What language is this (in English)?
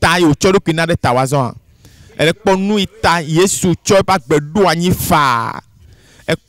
Ewe